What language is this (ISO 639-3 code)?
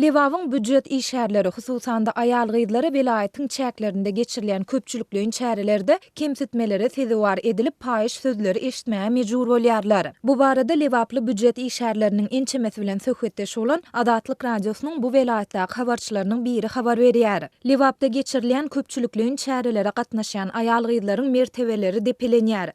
tuk